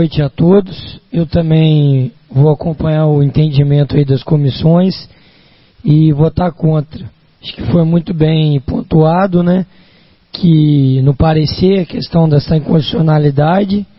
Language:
Portuguese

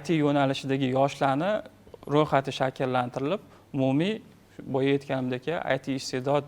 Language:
Uzbek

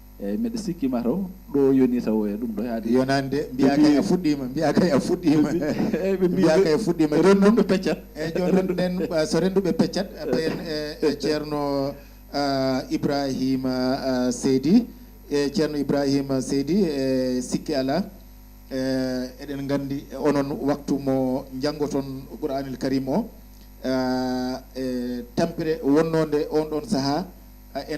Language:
Fula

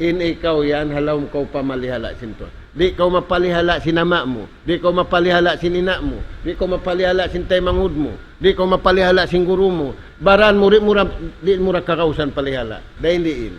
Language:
Tausug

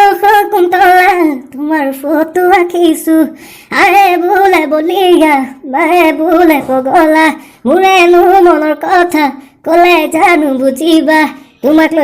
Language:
Assamese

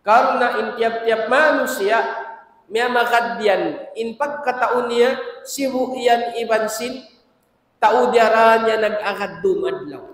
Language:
Tausug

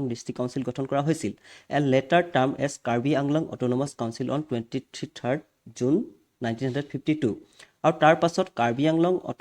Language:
Assamese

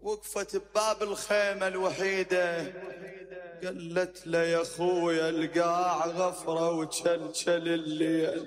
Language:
Mesopotamian Arabic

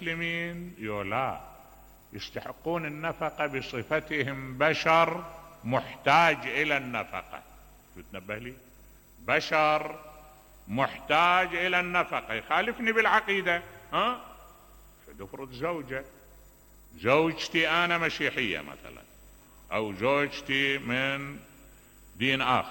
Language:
Mesopotamian Arabic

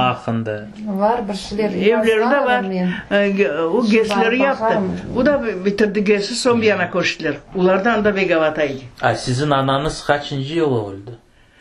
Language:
Crimean Tatar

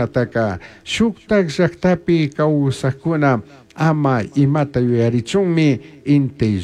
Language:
Chimborazo Highland Quichua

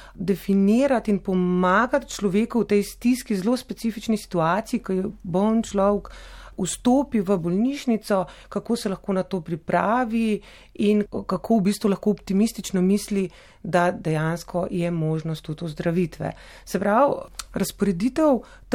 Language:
Slovenian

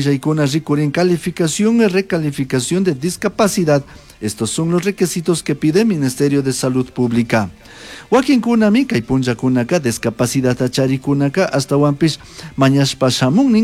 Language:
Chimborazo Highland Quichua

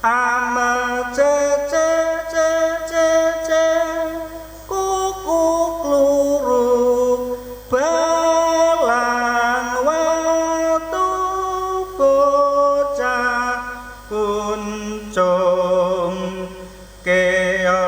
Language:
Javanese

